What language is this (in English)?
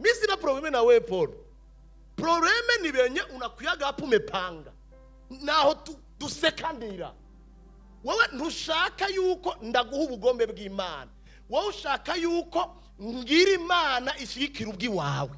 Rundi